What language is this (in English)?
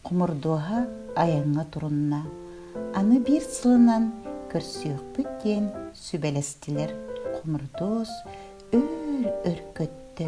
Yakut